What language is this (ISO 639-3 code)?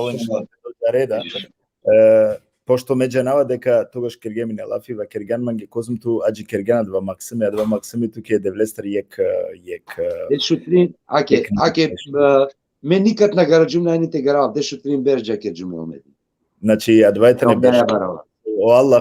rmn